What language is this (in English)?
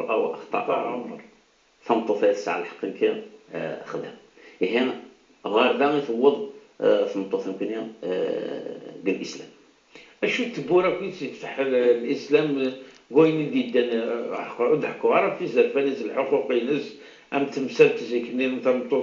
Kabyle